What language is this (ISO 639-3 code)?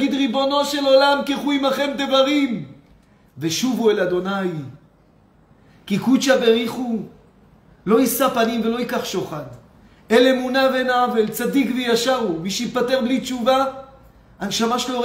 heb